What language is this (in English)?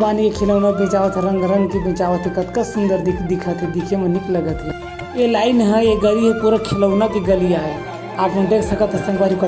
Chhattisgarhi